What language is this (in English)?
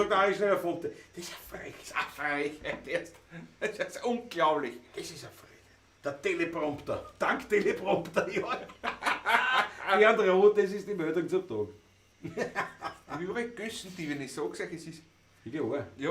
Bavarian